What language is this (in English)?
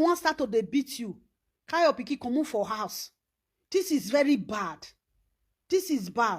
Nigerian Pidgin